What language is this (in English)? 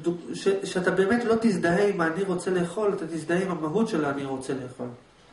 Hebrew